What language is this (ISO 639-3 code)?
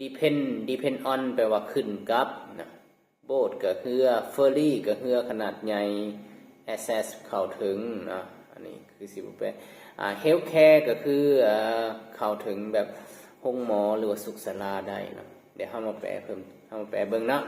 lao